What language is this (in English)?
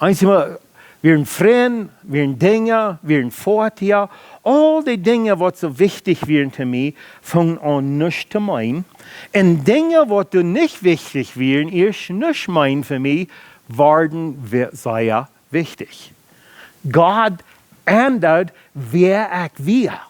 Plautdietsch